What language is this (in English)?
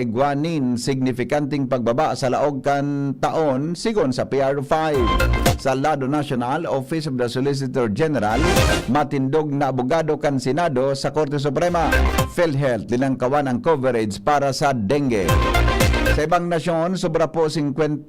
Bikol